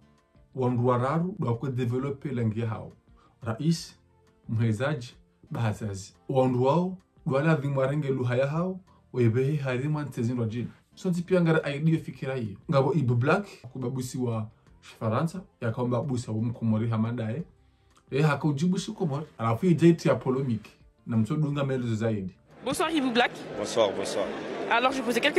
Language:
Ngazidja Comorian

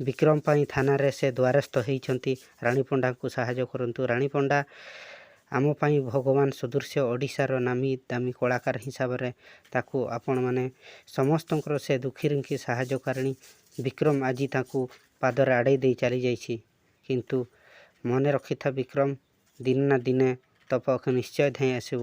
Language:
Odia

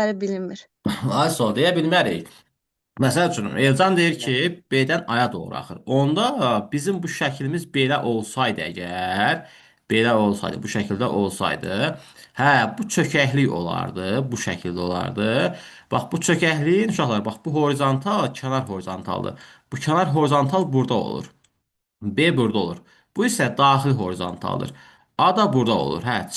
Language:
Azerbaijani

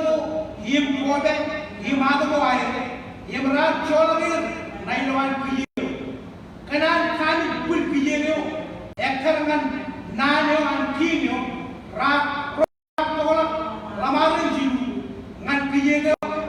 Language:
Marshallese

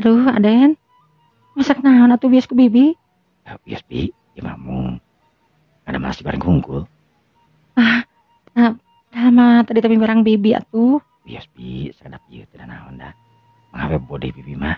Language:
Sundanese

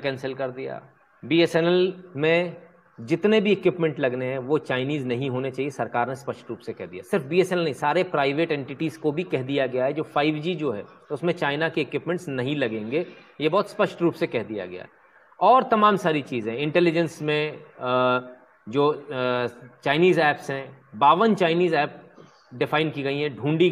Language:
Hindi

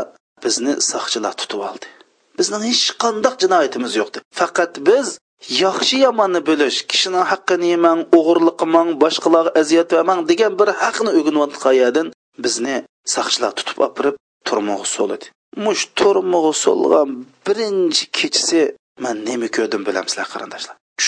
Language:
Uyghur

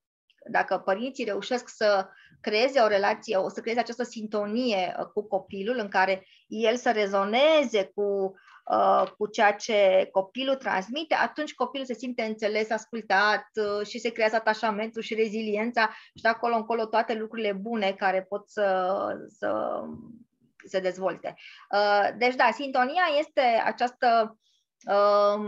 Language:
Romanian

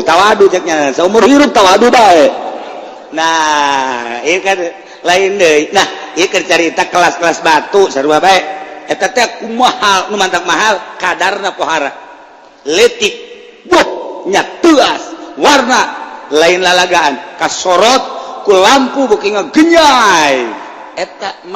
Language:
Sundanese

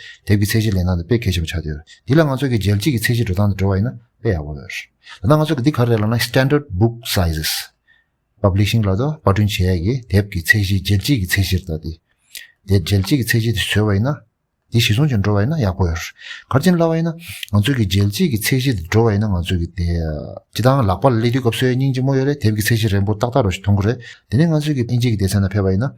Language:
Tibetan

